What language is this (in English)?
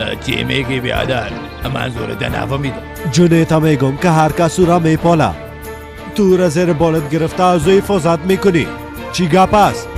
Persian